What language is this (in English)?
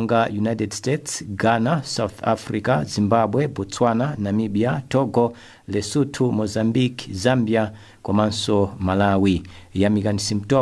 Nyanja